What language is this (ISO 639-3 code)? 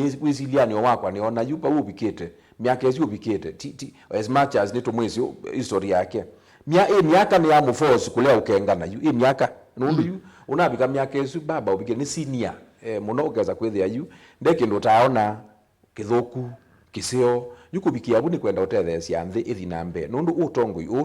kam